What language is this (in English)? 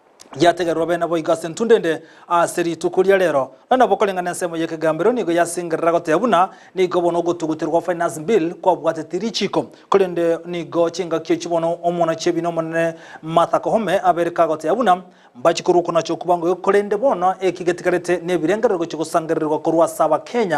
Gusii